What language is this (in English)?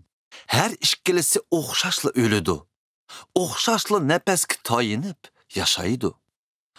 Uyghur